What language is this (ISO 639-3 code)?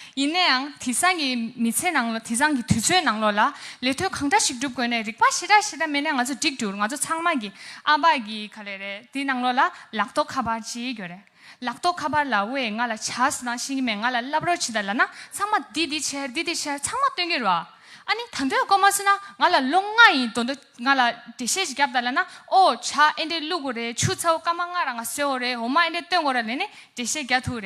bod